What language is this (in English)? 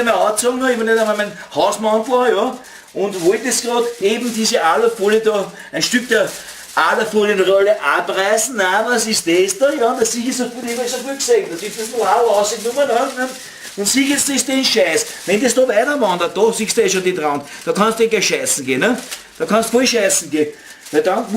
Bavarian